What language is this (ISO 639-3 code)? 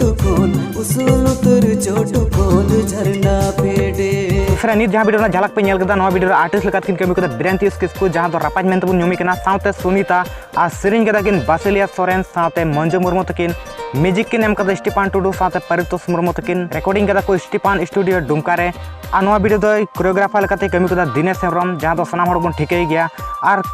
sat